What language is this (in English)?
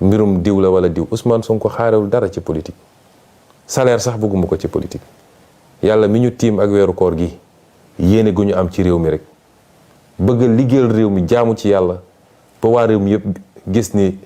Wolof